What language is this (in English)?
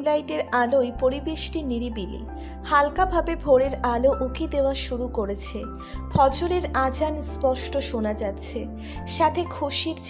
Bangla